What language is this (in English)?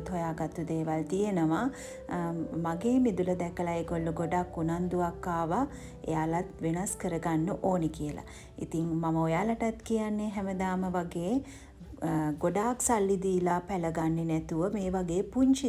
Sinhala